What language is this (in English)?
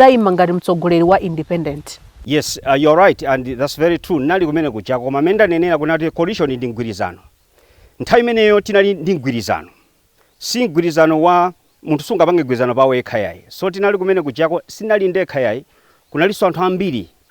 Nyanja